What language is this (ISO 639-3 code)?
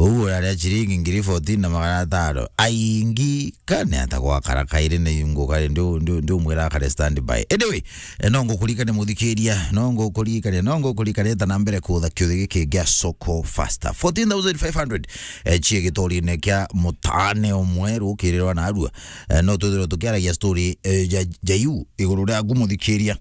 mer